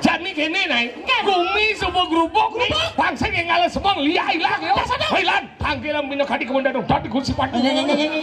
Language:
Balinese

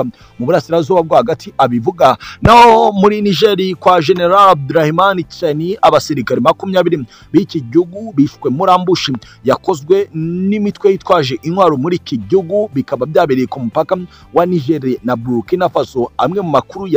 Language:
Kinyarwanda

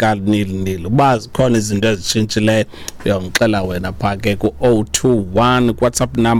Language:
Xhosa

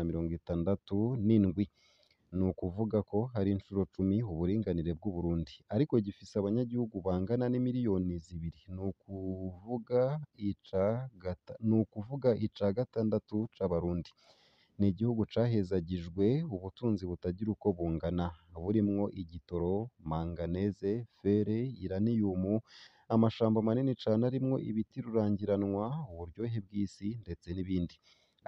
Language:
Rundi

